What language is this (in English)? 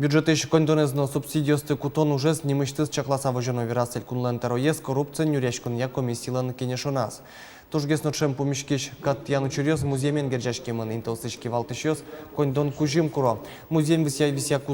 Udmurt